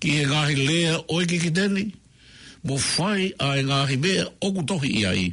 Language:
Tongan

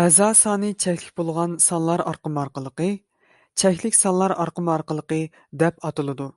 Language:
Uyghur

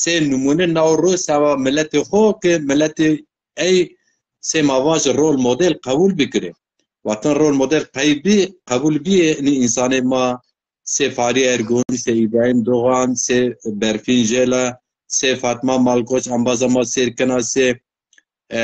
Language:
Zaza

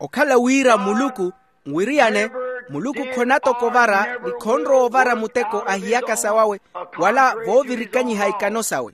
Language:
Makhuwa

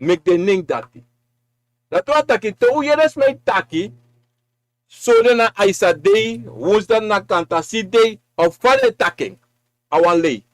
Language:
Sranan Tongo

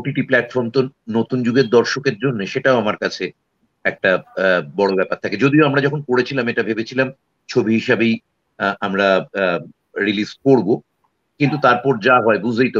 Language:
Bangla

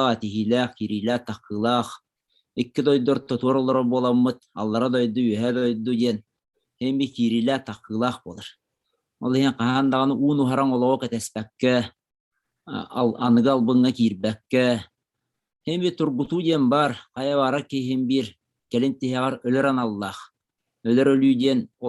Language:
Yakut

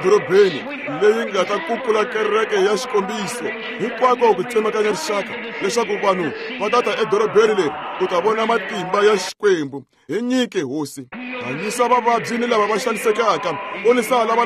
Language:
Tsonga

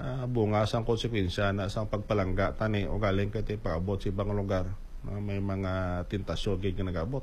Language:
Hiligaynon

